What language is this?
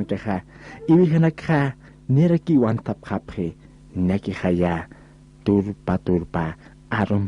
Aymara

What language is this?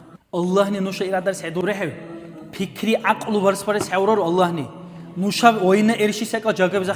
Dargwa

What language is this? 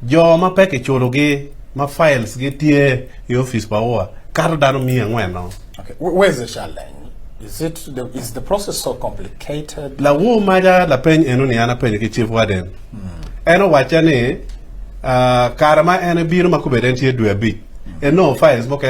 Acoli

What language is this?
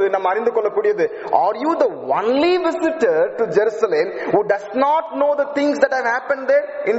Tamil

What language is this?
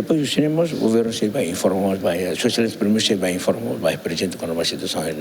Tetum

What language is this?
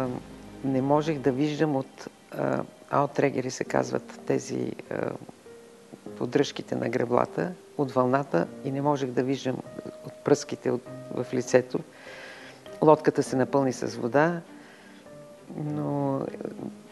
Bulgarian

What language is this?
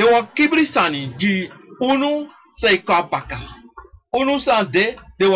Sranan Tongo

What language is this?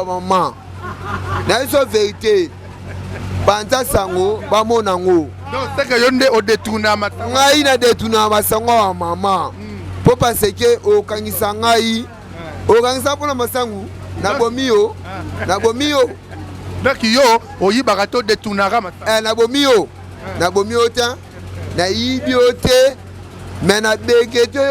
Lingala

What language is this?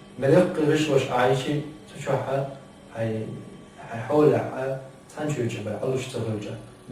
Chechen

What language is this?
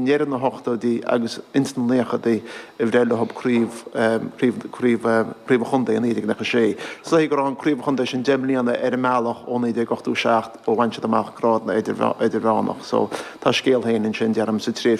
Irish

